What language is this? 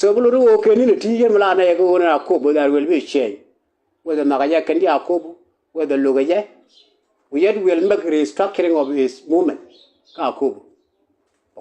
Nuer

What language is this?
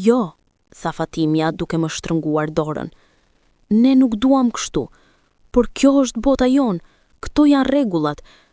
Albanian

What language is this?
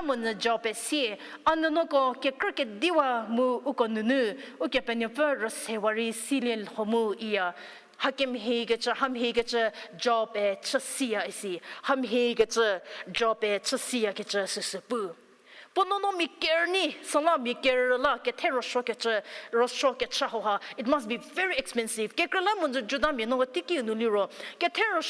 Angami Naga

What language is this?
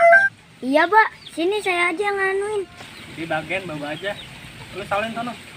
Betawi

